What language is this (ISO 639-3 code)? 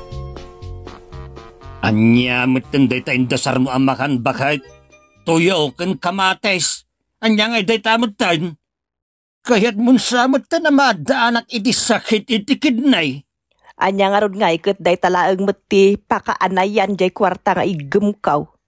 ilo